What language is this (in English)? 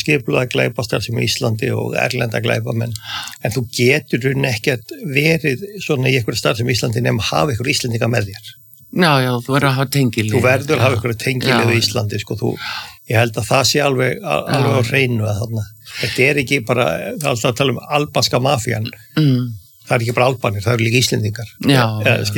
Icelandic